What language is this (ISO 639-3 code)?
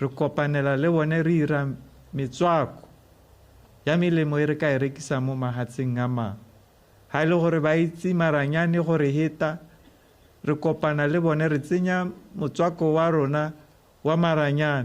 tsn